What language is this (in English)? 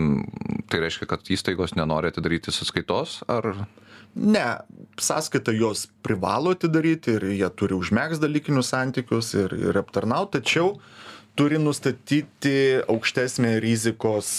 Lithuanian